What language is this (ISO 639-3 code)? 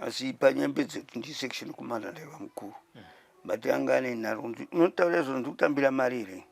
sna